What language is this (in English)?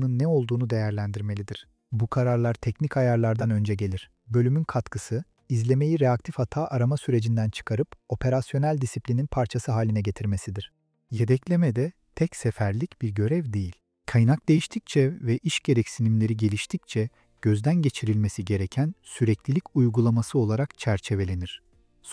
Turkish